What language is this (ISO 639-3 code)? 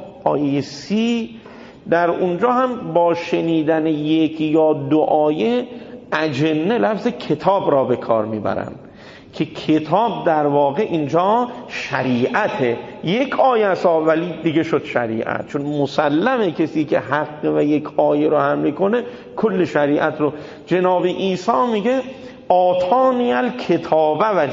fas